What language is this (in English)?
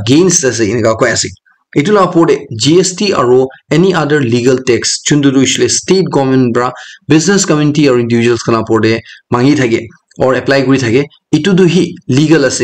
Naga Pidgin